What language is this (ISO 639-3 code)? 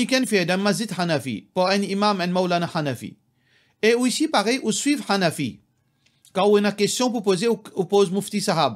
mfe